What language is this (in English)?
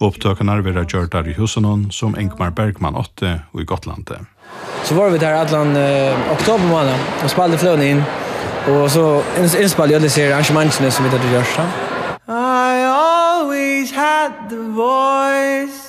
Faroese